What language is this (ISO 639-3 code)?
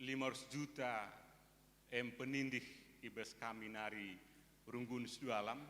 btx